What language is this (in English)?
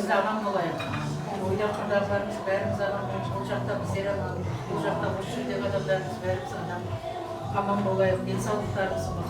Kara-Kalpak